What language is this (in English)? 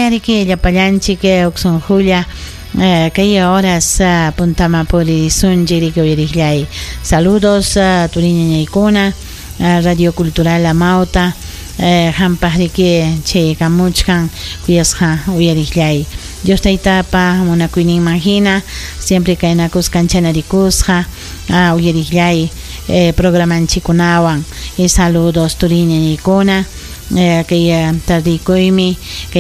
Ayacucho Quechua